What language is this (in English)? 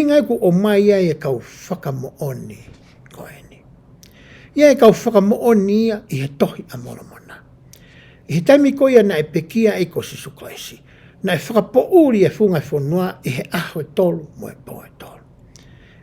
Tongan